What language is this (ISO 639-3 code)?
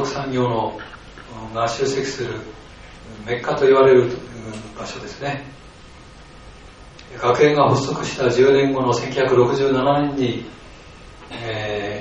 jpn